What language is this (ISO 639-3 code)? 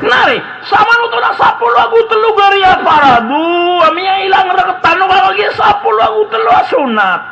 mrw